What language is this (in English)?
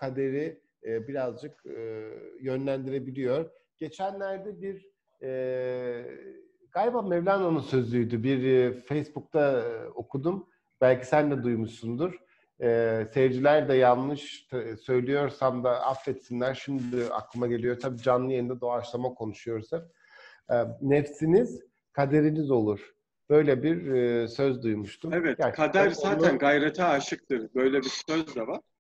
Turkish